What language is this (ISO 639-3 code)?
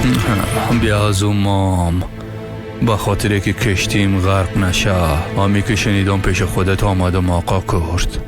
fas